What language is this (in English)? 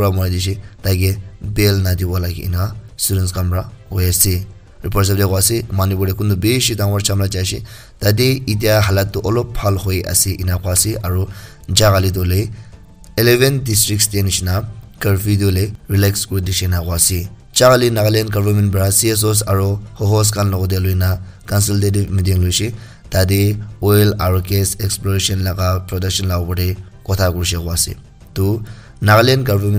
Naga Pidgin